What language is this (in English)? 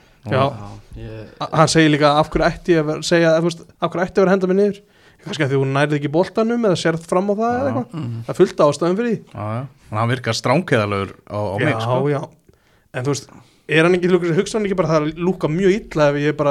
Icelandic